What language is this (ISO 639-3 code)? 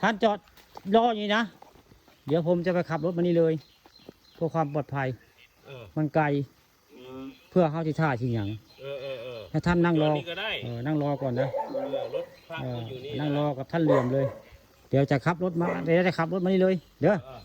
tts